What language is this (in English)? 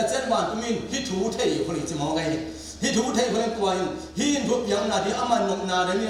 Tedim Chin